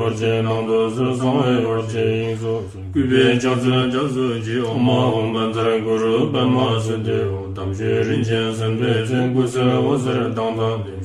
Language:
Tibetan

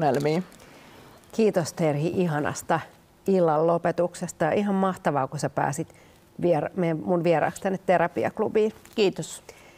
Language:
Finnish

